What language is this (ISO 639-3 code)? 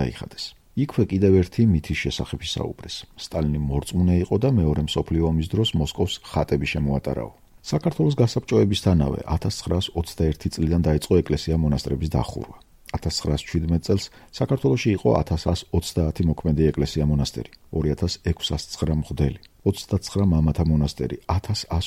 kat